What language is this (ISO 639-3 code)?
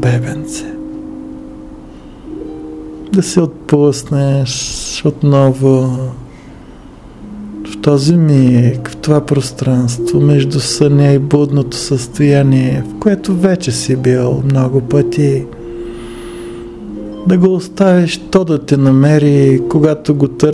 bul